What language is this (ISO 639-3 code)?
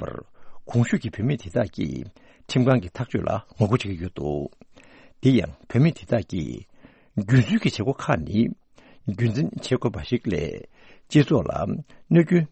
bod